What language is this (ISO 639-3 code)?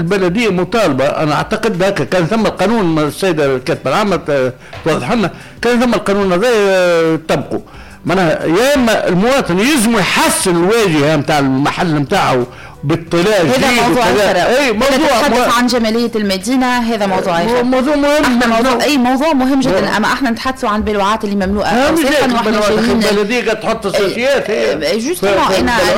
aeb